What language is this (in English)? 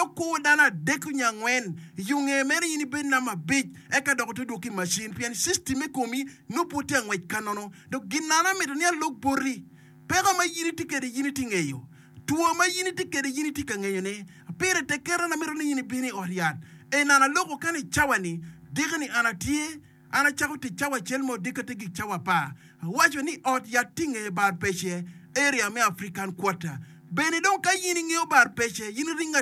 Acoli